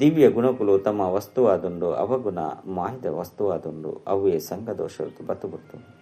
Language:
Tulu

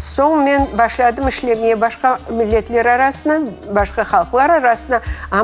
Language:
Crimean Tatar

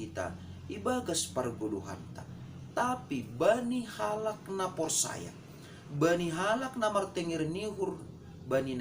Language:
Batak Simalungun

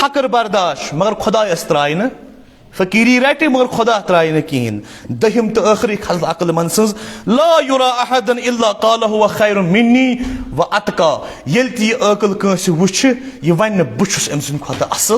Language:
Kashmiri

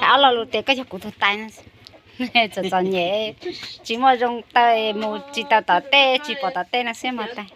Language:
Hmong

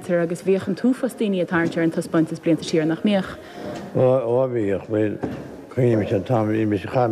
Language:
Irish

